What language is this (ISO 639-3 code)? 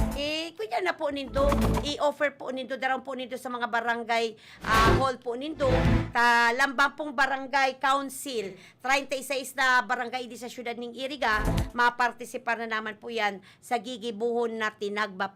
bik